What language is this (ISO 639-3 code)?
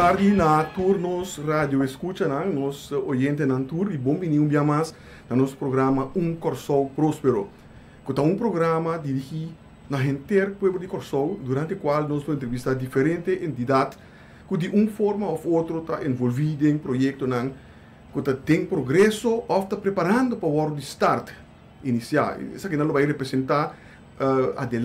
pap